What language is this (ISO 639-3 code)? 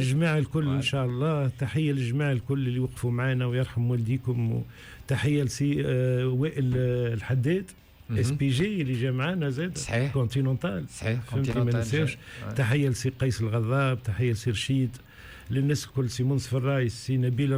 aeb